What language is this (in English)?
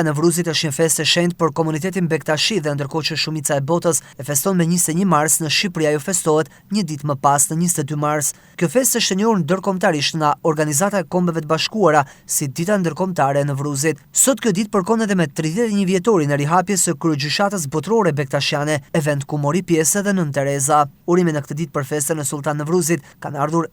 Albanian